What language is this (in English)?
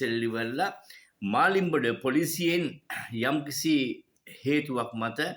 Sinhala